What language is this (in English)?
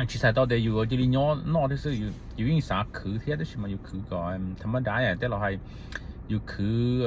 Hmong